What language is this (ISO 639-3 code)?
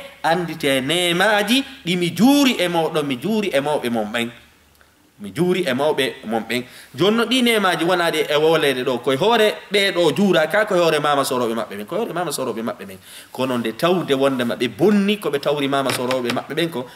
ful